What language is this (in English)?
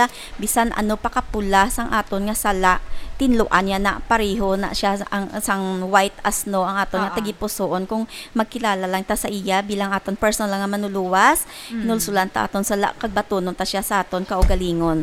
Hiligaynon